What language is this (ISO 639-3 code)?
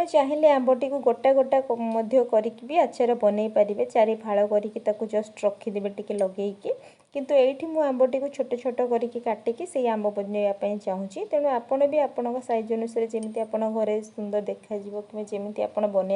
ori